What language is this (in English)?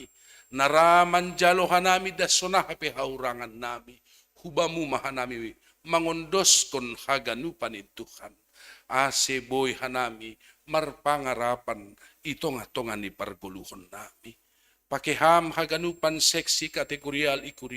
Batak Simalungun